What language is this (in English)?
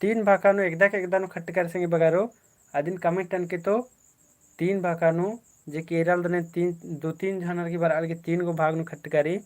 Kurukh